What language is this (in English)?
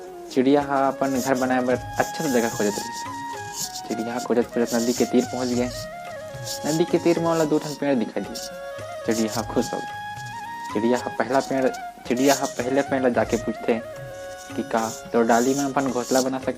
Chhattisgarhi